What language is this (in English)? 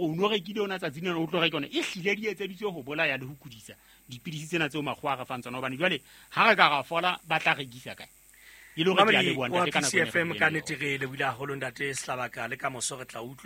Southern Sotho